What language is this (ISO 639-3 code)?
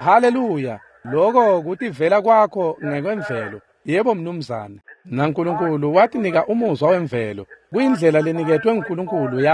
ssw